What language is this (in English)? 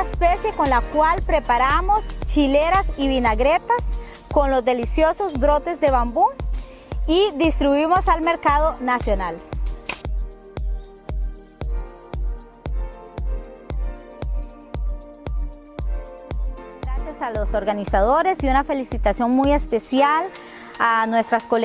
Spanish